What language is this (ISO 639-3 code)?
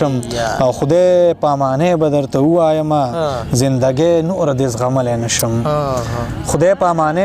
pus